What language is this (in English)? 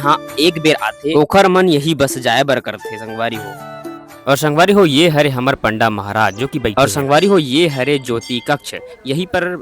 Chhattisgarhi